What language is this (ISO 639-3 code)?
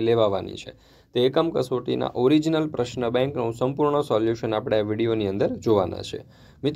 guj